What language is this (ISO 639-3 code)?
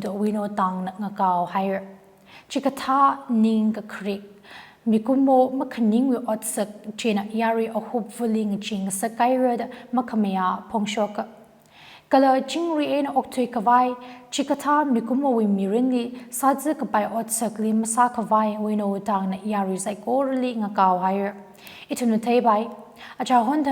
nmf